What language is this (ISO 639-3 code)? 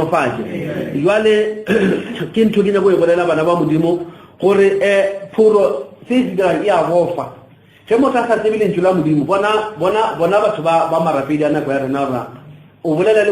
nso